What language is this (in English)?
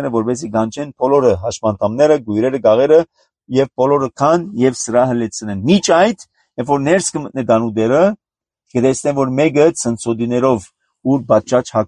Armenian